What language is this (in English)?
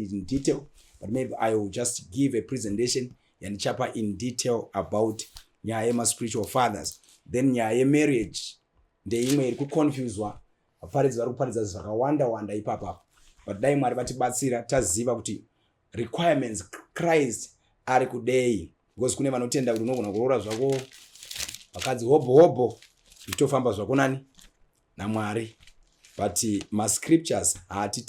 Shona